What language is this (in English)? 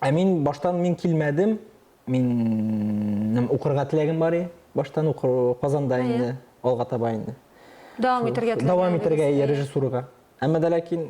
Tatar